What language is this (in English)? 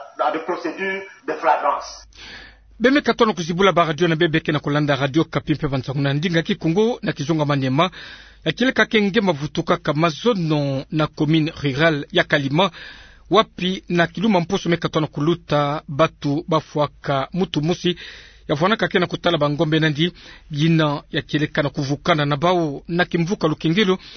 Kituba (Democratic Republic of Congo)